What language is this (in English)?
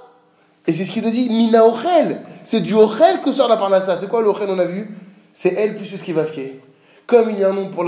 French